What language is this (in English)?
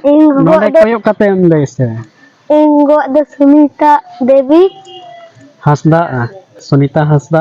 Santali